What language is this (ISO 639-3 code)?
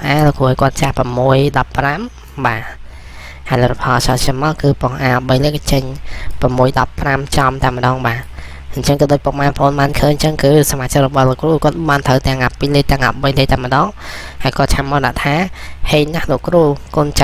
khm